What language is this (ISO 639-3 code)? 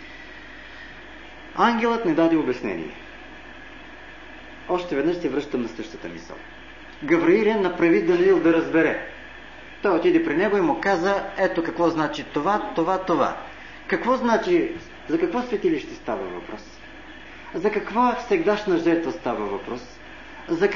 bul